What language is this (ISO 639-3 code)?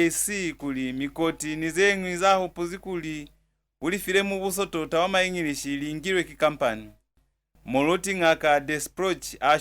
loz